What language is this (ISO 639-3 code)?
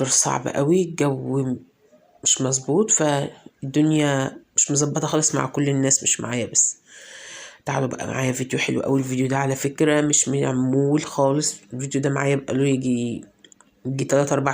arz